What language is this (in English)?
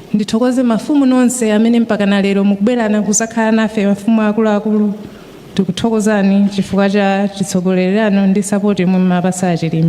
Nyanja